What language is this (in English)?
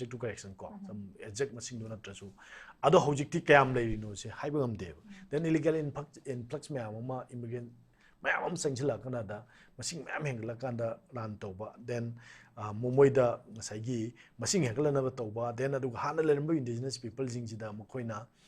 Manipuri